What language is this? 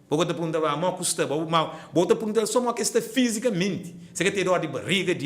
Kabuverdianu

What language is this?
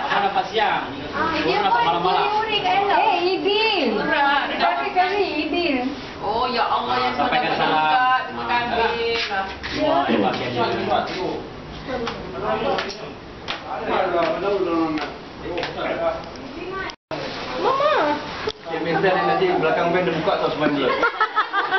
Malay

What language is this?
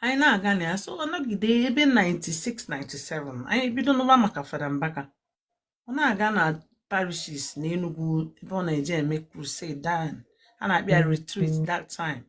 Igbo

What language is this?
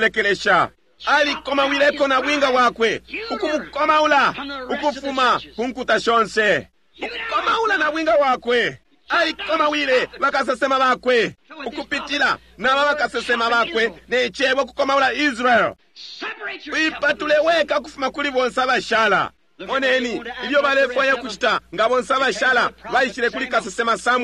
Bemba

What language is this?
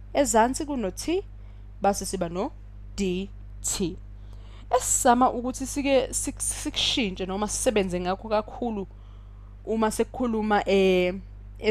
Zulu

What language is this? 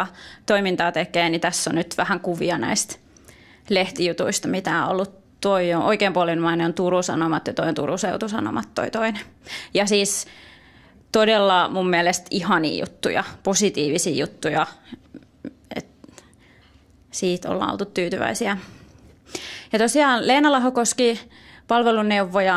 Finnish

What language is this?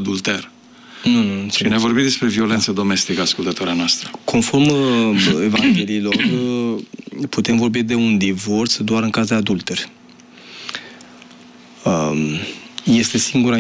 Romanian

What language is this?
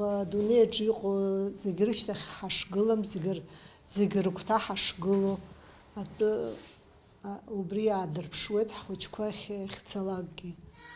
Abkhazian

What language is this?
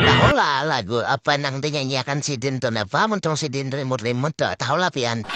Banjar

